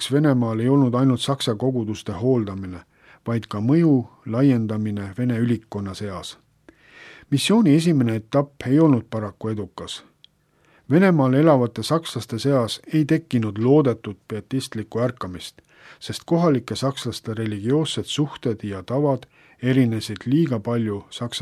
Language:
Estonian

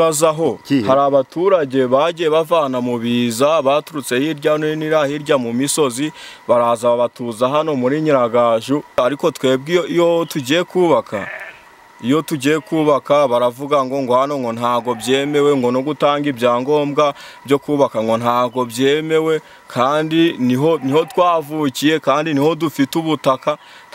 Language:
Kinyarwanda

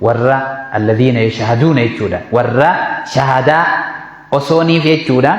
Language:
Oromo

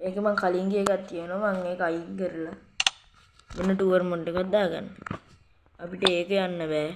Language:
Sinhala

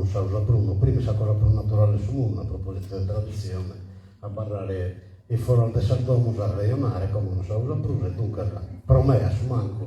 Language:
Sardinian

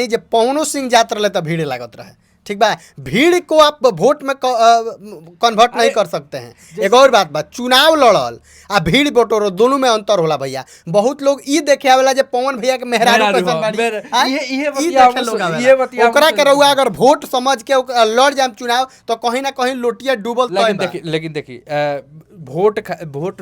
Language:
Bhojpuri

